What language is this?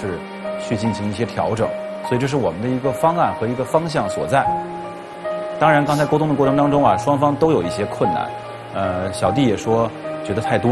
Chinese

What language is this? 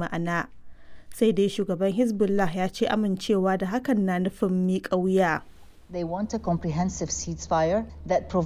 Hausa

